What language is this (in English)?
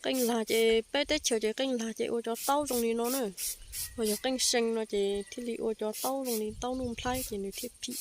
Hmong